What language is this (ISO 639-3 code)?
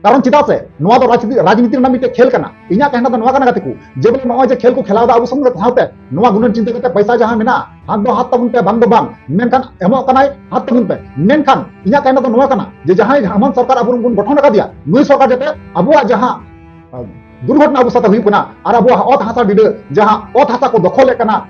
sat